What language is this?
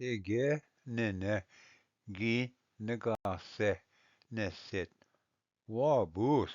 Ojibwa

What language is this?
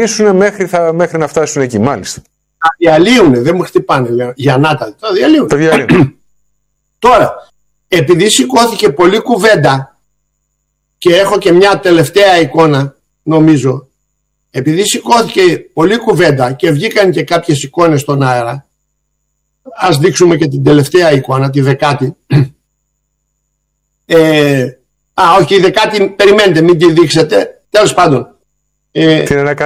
Greek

